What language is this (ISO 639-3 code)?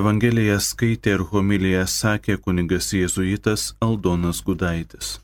lit